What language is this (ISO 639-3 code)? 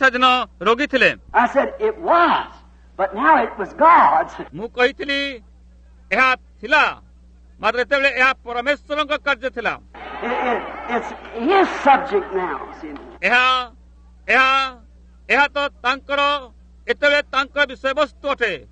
ori